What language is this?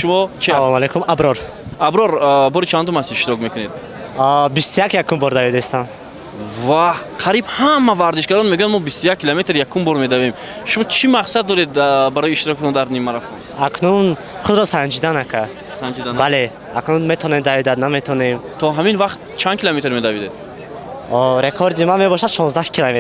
Tajik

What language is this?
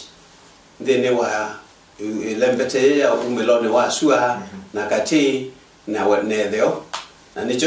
Kamba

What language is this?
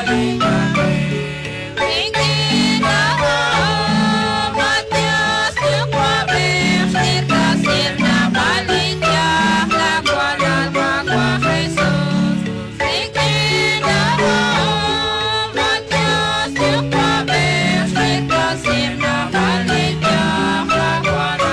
Kekchí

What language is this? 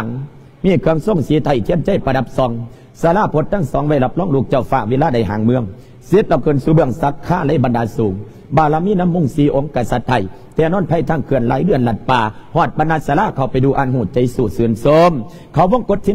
Lao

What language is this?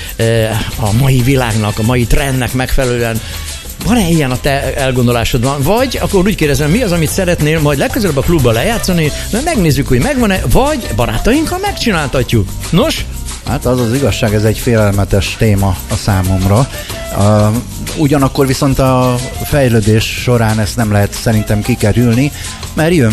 Hungarian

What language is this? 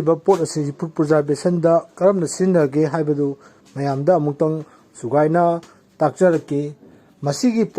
Manipuri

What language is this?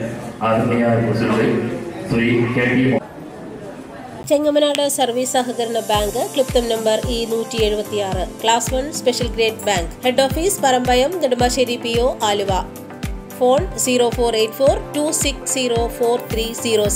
Malayalam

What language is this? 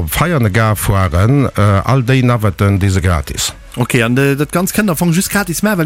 Luxembourgish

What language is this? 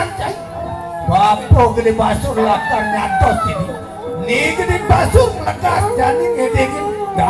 Balinese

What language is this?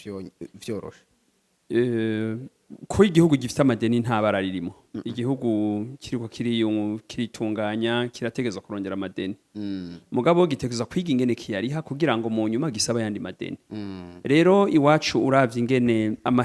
Rundi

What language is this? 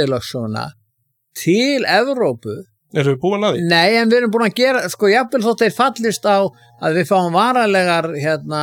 Icelandic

